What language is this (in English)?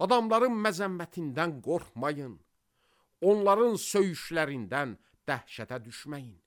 Azerbaijani